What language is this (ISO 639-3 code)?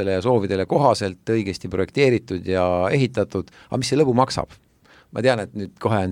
est